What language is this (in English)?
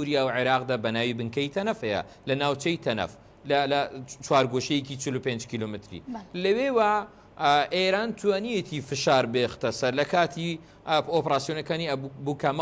Central Kurdish